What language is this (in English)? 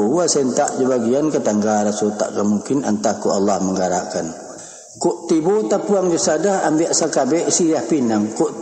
Minangkabau